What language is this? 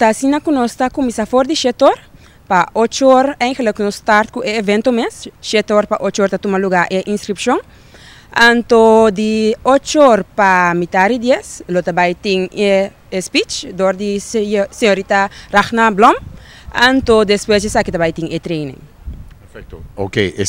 Papiamento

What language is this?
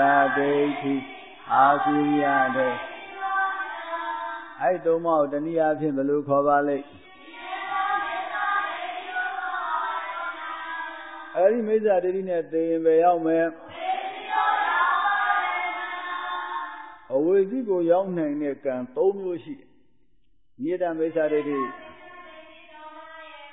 Burmese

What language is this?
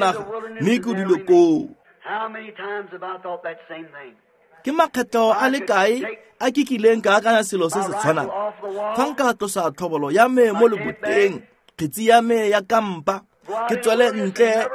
Tswana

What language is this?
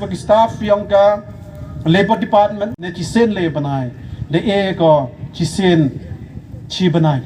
Khasi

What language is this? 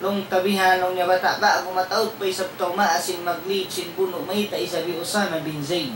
Tausug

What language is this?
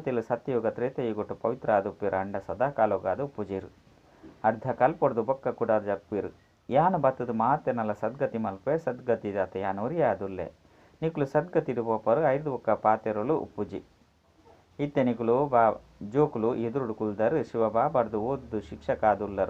Tulu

